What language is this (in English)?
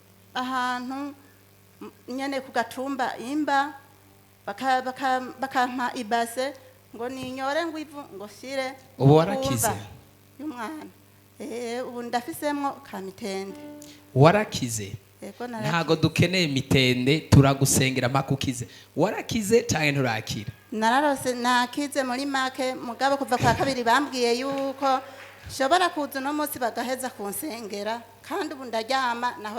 Rundi